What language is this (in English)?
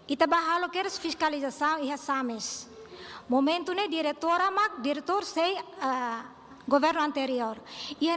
Tetum